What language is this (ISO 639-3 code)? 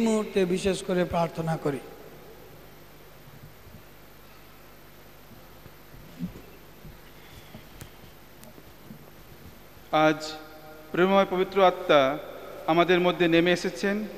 ben